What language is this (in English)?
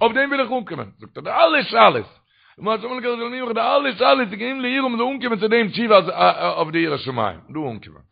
Yiddish